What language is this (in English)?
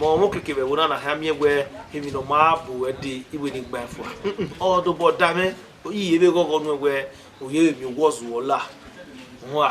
Bini